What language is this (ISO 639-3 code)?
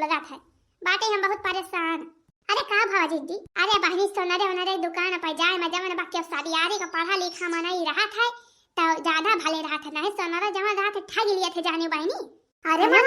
awa